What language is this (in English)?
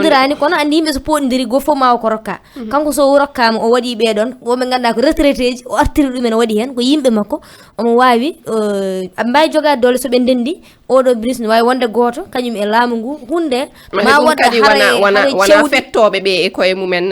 Fula